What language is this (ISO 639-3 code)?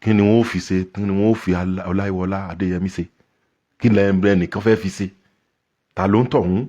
yor